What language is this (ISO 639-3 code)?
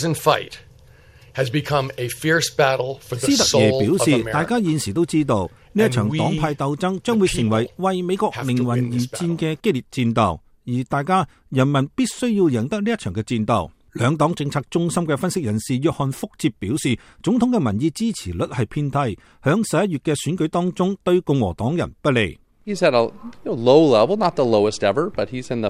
yue